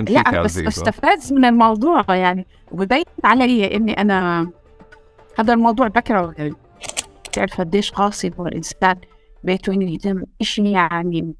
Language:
North Levantine Arabic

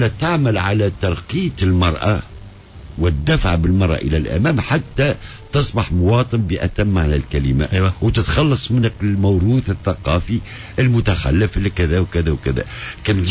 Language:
Tunisian Arabic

